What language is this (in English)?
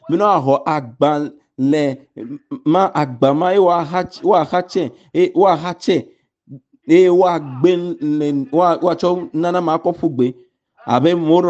Ewe